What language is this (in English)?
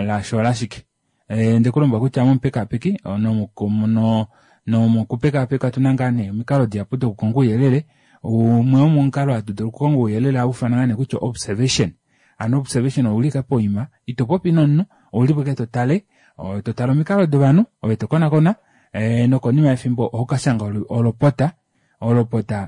Kuanyama